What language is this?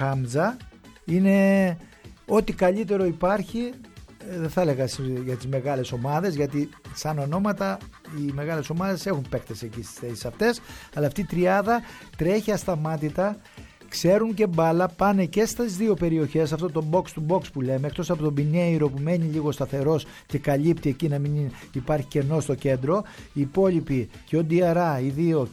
Greek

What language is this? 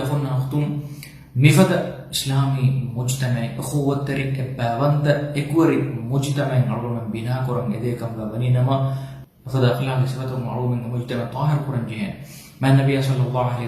Divehi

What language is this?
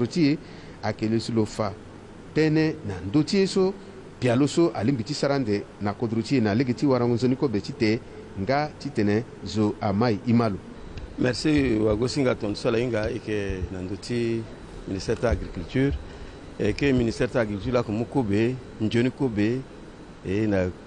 Sango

